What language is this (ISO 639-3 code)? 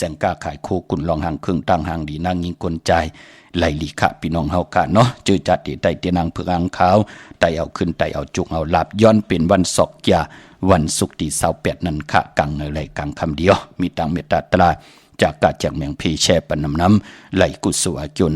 shn